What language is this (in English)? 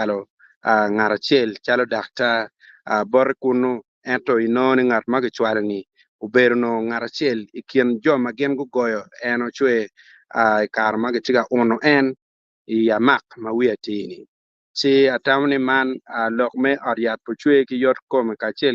Acoli